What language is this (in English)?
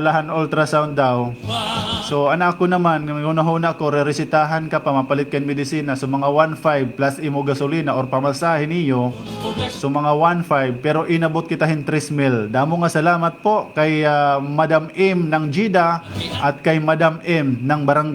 Waray